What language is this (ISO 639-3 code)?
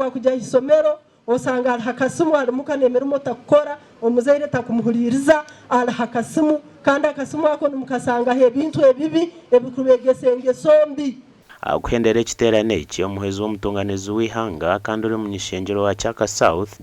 nyn